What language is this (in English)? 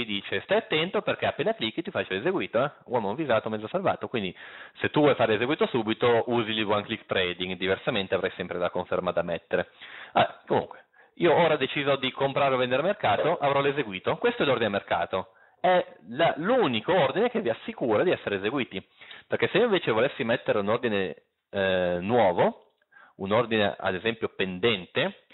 Italian